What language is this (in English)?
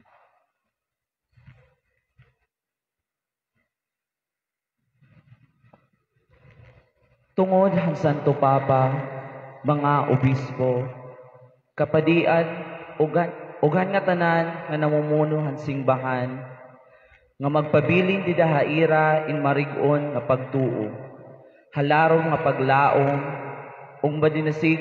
Waray